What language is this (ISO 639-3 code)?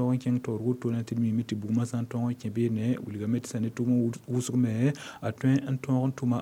mos